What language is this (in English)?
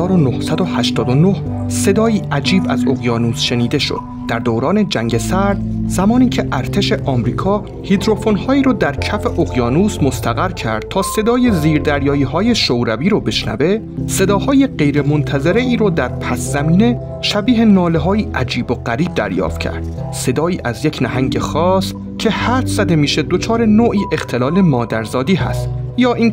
Persian